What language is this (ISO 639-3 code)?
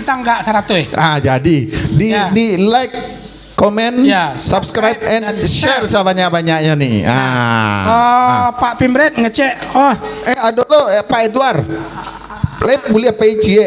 min